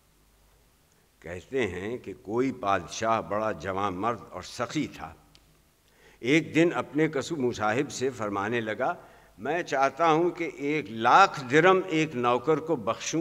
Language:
Urdu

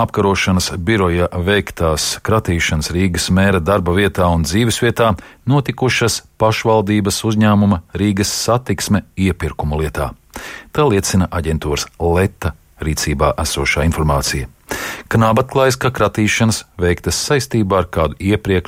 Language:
Latvian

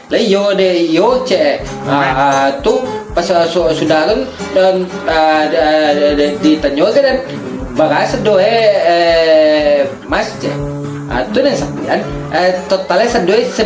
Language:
Minangkabau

